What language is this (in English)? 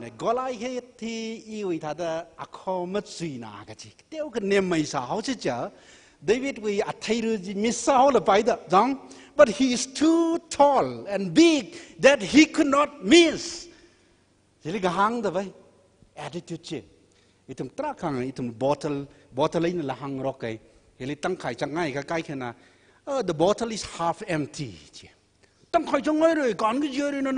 Tangkhul Naga (India)